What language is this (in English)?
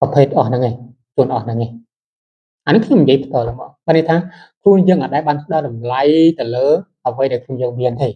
Khmer